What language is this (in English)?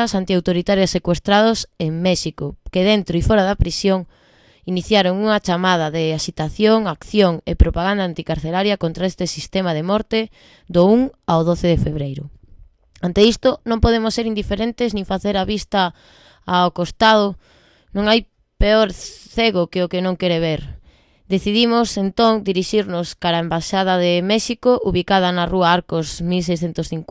Galician